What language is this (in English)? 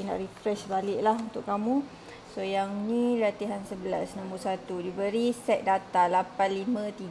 Malay